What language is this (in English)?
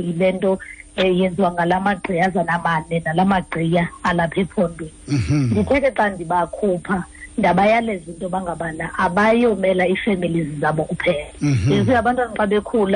Xhosa